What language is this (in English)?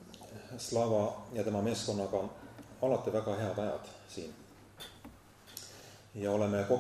Estonian